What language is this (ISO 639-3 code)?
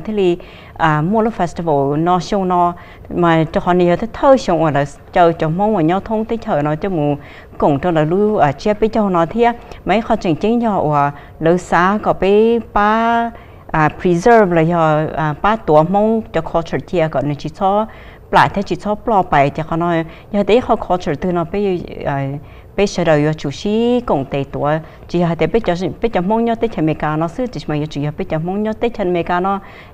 hmn